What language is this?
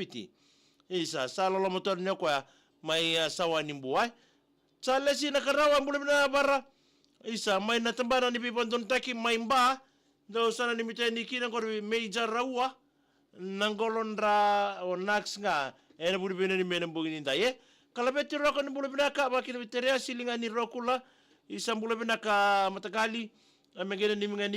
Fijian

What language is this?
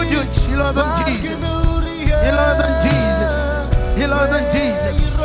Marshallese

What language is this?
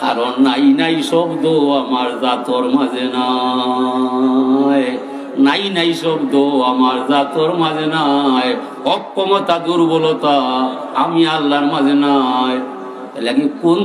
Sylheti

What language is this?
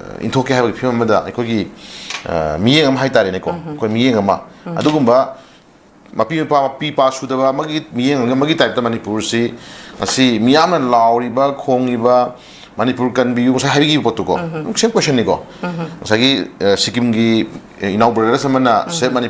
Manipuri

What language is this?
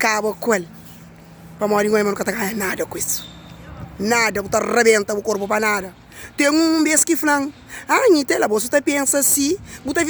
Kabuverdianu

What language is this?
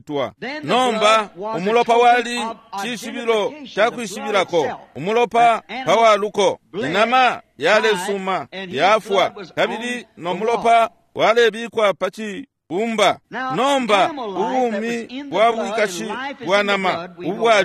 Bemba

